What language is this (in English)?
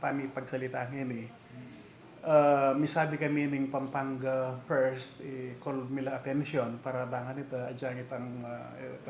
Pampanga